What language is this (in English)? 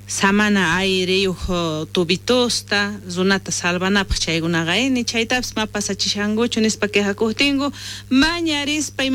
South Bolivian Quechua